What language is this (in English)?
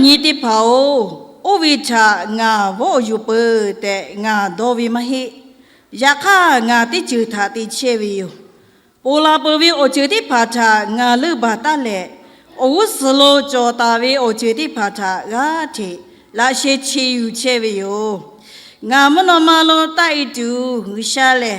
Lahu